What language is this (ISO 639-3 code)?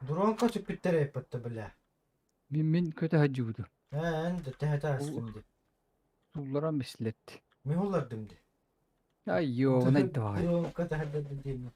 sah